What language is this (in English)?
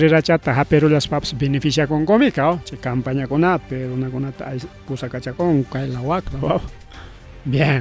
Ayacucho Quechua